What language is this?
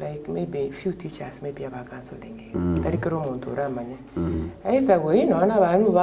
Gusii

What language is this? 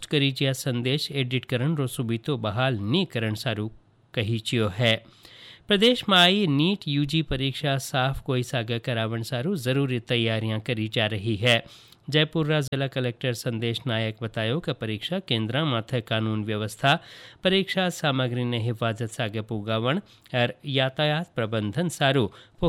Hindi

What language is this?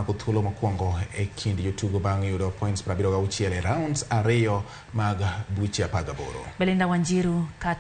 Luo (Kenya and Tanzania)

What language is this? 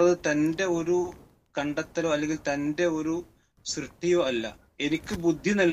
Malayalam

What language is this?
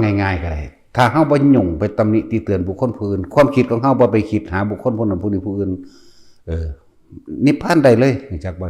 Northeastern Thai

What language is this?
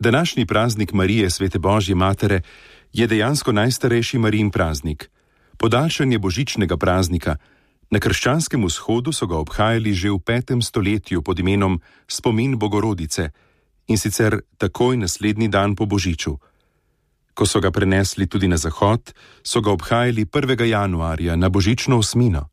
Slovenian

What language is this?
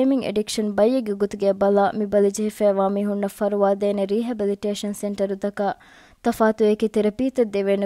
Divehi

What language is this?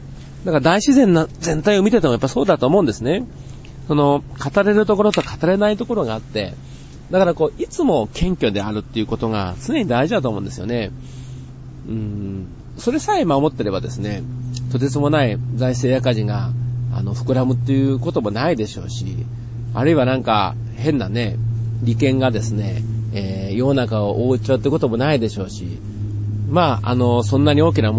Japanese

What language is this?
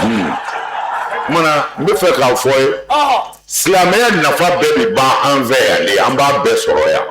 Bambara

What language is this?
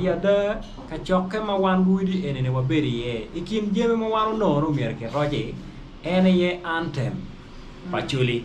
Acoli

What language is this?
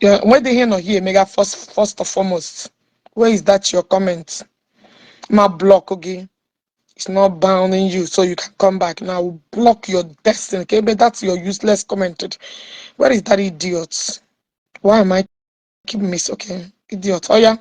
Igbo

